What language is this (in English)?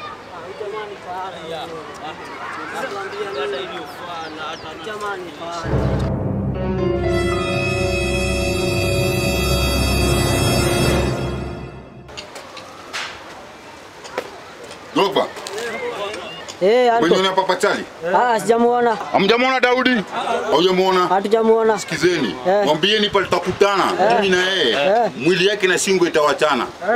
Swahili